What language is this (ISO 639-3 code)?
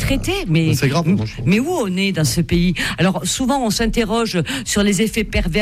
fra